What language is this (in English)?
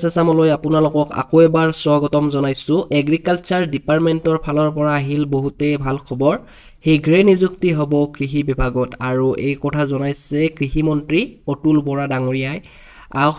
Assamese